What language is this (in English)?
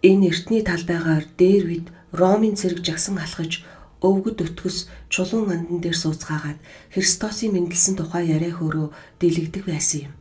Mongolian